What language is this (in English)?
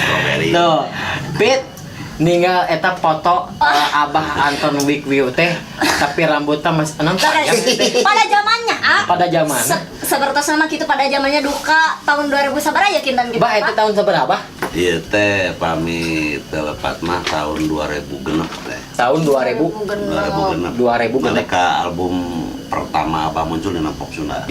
Sundanese